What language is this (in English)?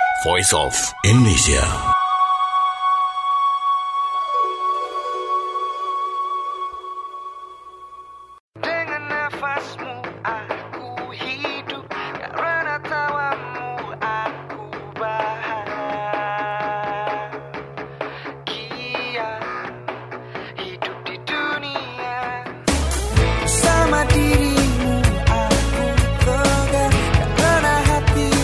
Indonesian